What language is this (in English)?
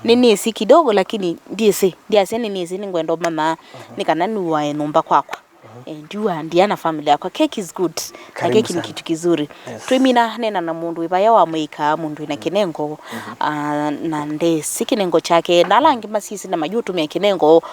Kamba